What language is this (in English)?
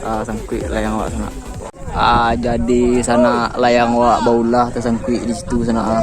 Minangkabau